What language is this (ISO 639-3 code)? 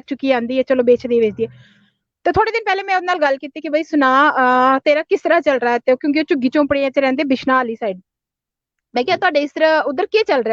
doi